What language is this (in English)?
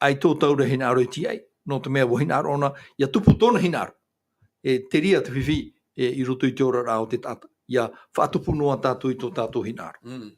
Tahitian